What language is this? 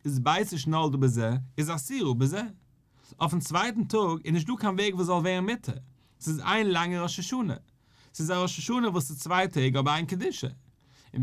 Yiddish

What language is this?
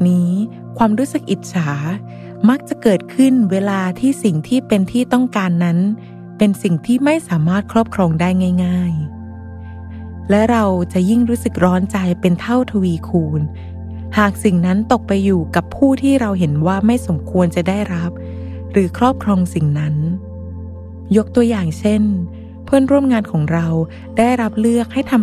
Thai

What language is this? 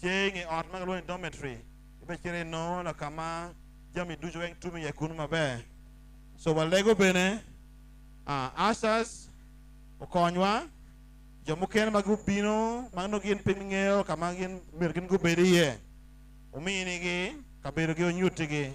Acoli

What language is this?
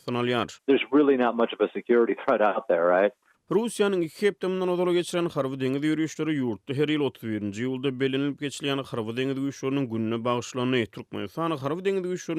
Turkmen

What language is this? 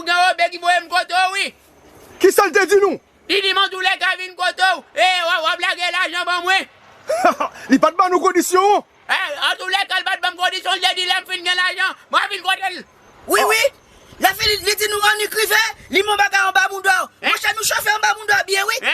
Haitian Creole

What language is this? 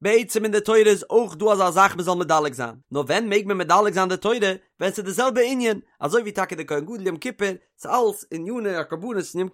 Yiddish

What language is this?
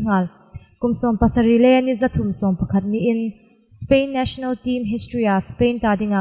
Hmar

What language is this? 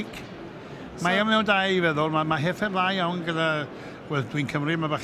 Welsh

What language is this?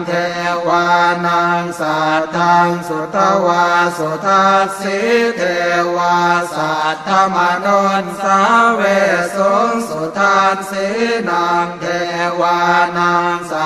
Pali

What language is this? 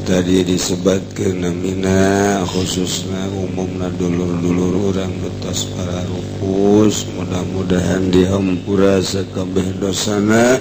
Sundanese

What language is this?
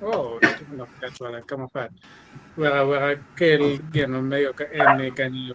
Acoli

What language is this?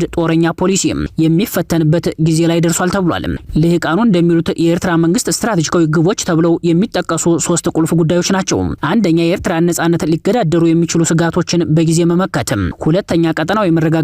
Amharic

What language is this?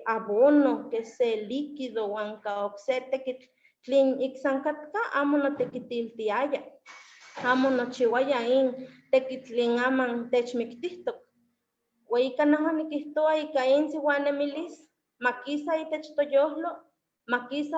Eastern Huasteca Nahuatl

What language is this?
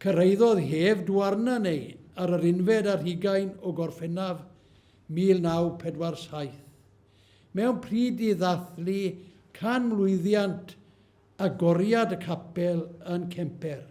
Welsh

